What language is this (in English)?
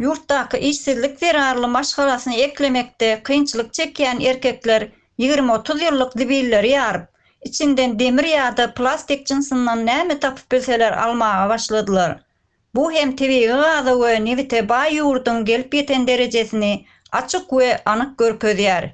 Turkmen